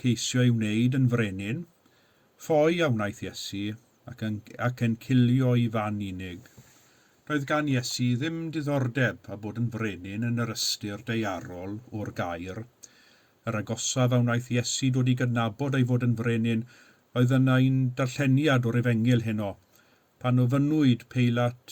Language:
Welsh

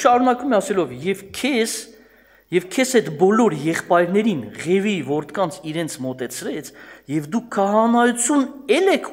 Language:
Armenian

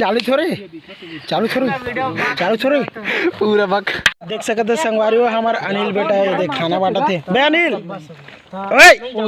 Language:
Chhattisgarhi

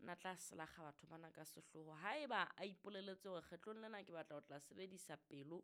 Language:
Southern Sotho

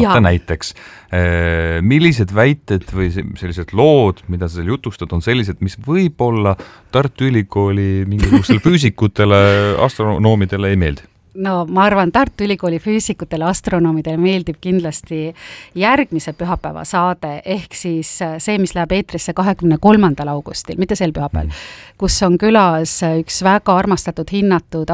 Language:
Estonian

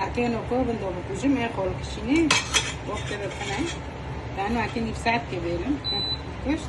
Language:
Kurdish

